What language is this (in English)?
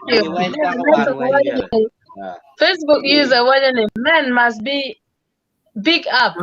Acoli